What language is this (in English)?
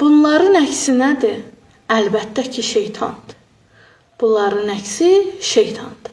Azerbaijani